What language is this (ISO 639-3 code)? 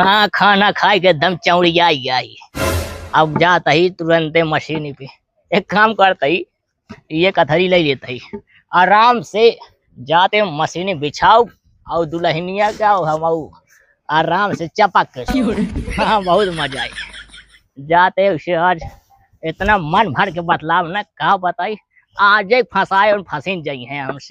awa